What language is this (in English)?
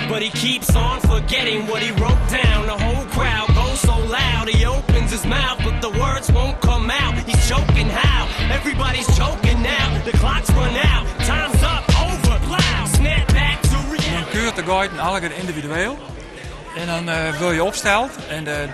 Western Frisian